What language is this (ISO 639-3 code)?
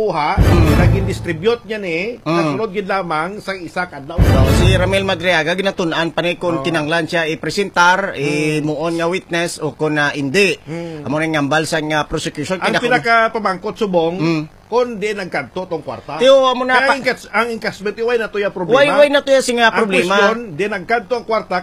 hil